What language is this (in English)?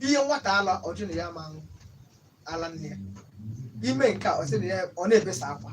Igbo